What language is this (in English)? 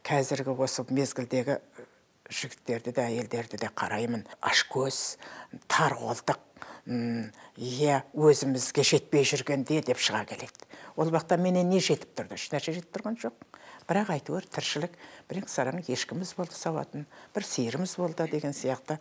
Kazakh